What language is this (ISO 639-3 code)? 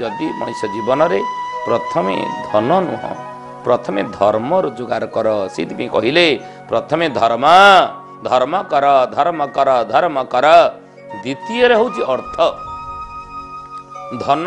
ori